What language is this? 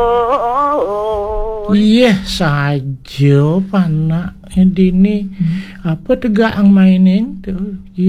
Balinese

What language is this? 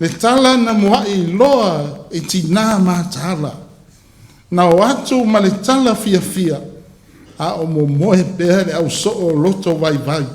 Samoan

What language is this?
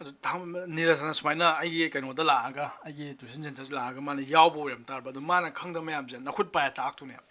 Manipuri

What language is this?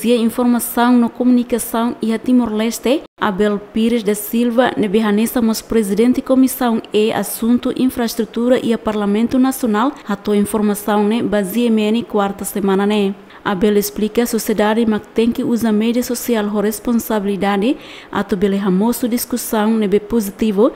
Tetum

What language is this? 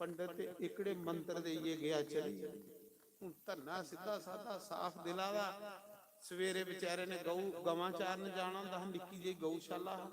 Dogri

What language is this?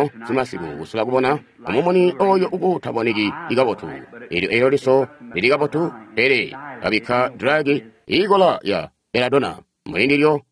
Tonga (Zambia)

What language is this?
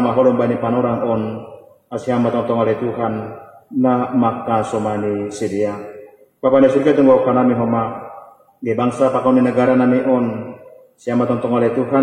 Batak Simalungun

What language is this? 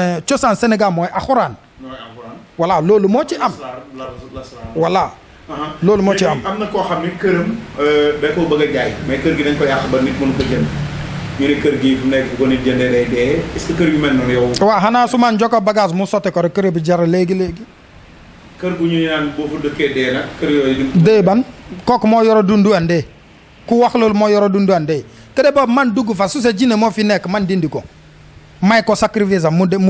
Wolof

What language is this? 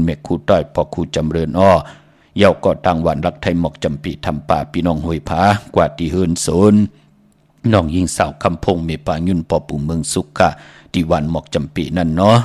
Shan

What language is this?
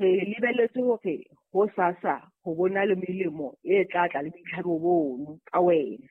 Southern Sotho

